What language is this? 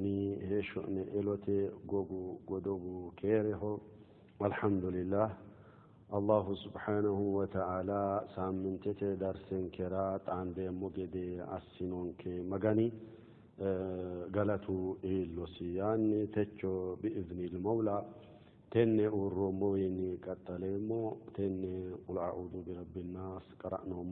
Sidamo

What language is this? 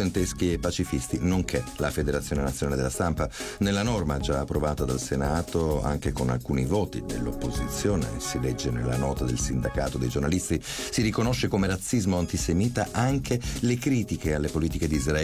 Italian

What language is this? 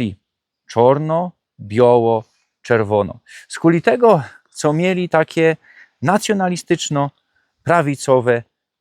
Silesian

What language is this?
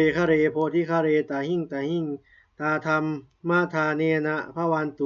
Pali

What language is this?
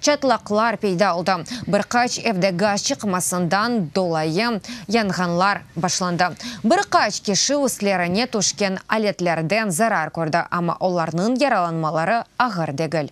Crimean Tatar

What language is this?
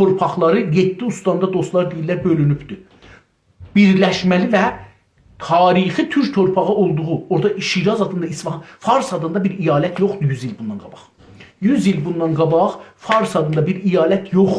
South Azerbaijani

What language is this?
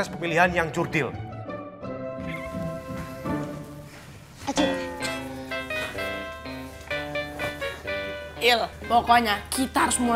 Indonesian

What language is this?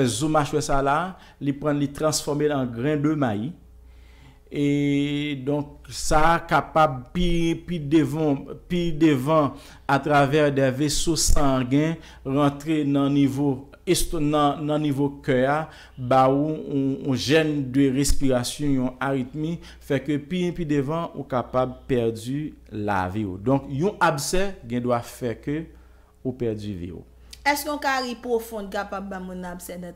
Haitian Creole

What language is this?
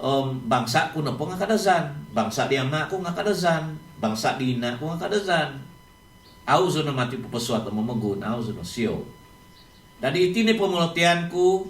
Central Dusun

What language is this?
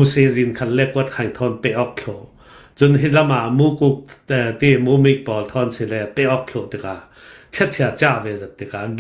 Hakha Chin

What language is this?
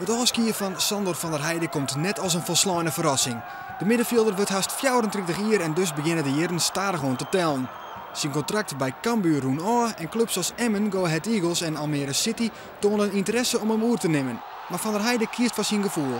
Western Frisian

